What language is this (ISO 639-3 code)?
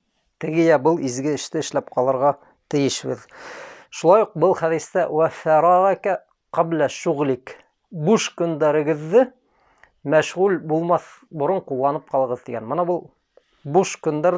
bak